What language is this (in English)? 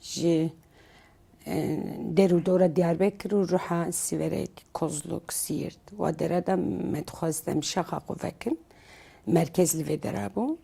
Kurdish